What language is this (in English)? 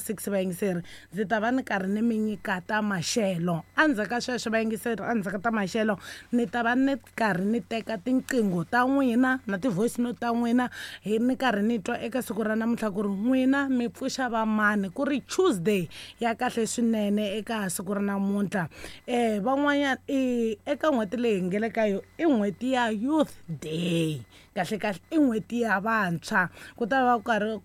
Tsonga